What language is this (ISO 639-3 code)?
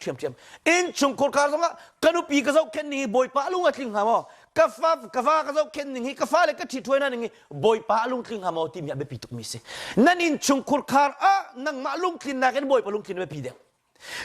cnh